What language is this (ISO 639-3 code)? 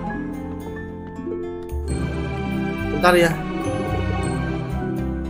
ind